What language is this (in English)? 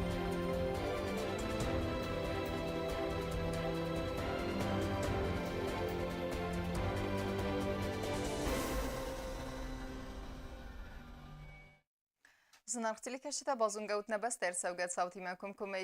Ossetic